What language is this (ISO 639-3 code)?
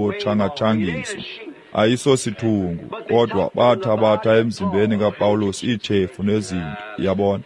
xho